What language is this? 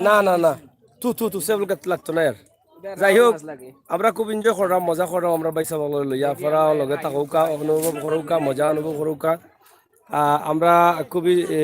Sylheti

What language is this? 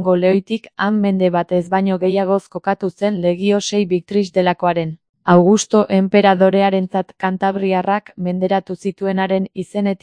Basque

